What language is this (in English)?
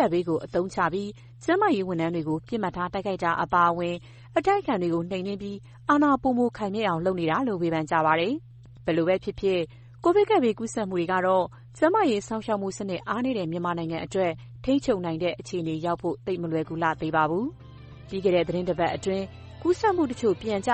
Burmese